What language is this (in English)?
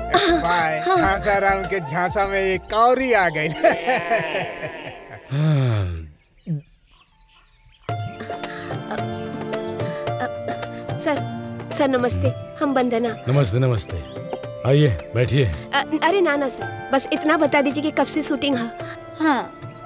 Bhojpuri